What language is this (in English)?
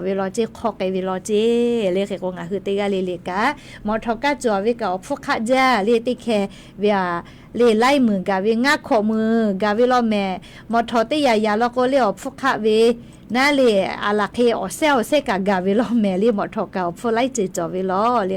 Lahu